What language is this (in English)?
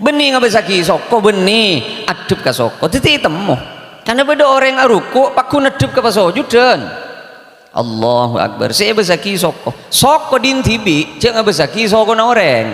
Madurese